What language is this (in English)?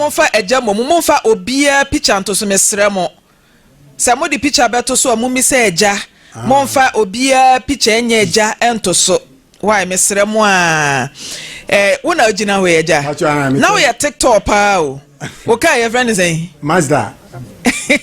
Akan